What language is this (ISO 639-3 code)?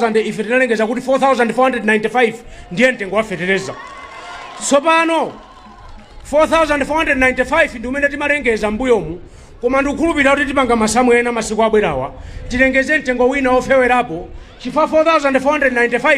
nya